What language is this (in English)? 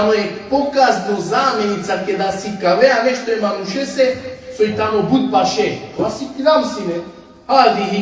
Balkan Romani